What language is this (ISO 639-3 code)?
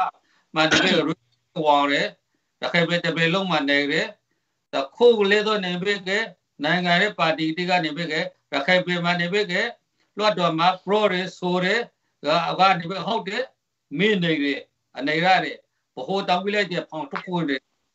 mya